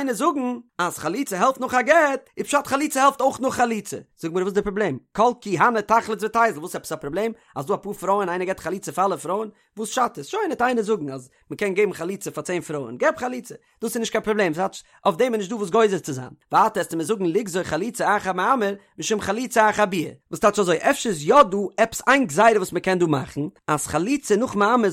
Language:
Yiddish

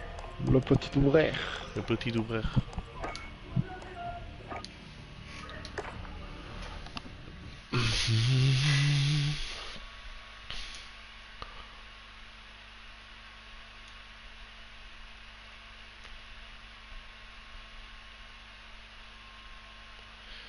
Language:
French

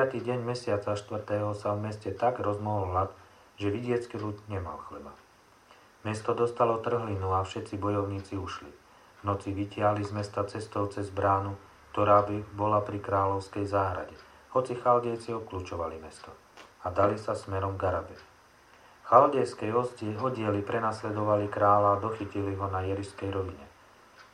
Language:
Slovak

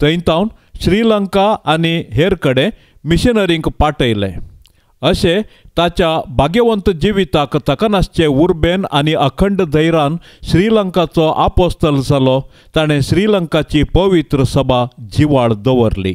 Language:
Konkani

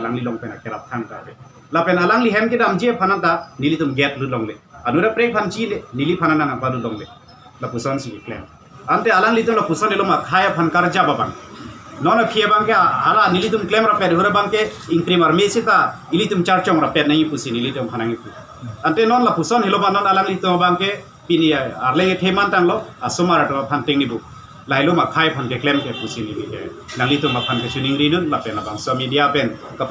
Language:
Karbi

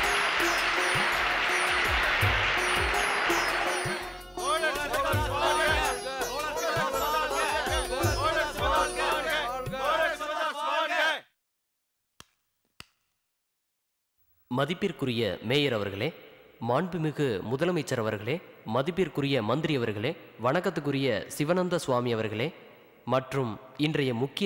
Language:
Tamil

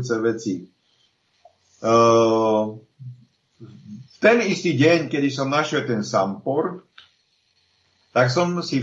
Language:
Slovak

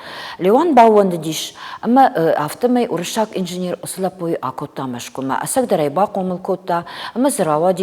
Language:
Ossetic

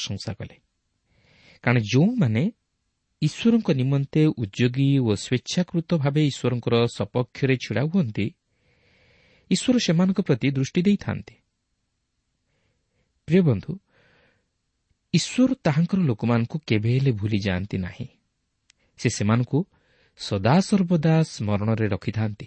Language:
Odia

